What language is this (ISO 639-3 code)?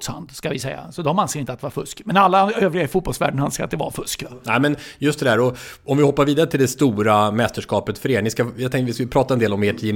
swe